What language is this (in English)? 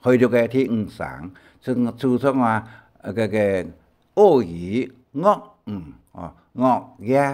Hakka Chinese